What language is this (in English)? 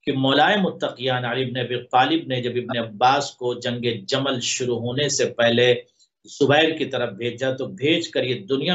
Urdu